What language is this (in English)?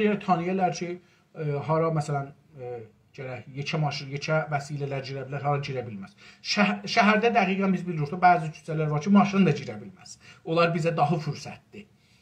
South Azerbaijani